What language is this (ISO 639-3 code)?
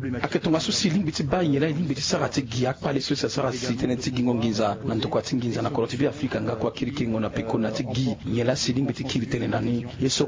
sag